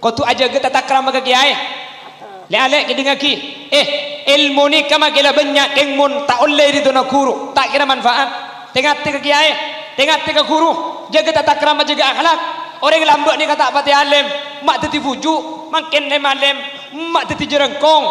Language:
Madurese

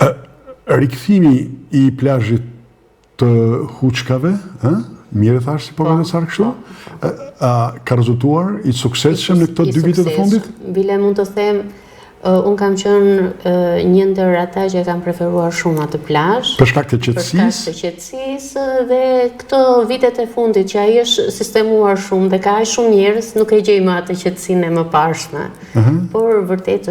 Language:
Albanian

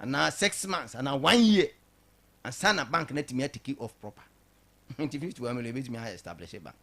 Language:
Akan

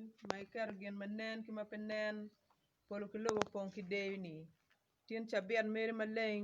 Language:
Acoli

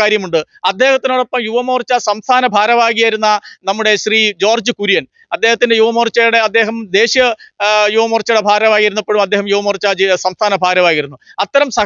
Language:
Malayalam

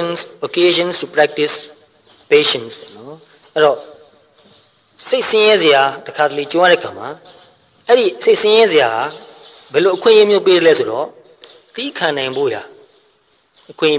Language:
Burmese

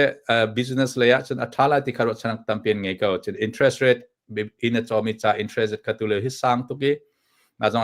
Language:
Hakha Chin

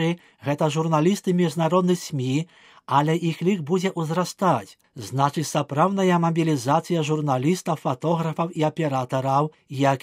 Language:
Belarusian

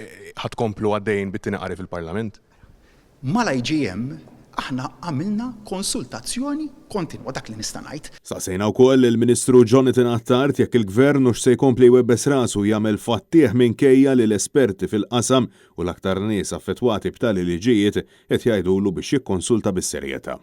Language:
Maltese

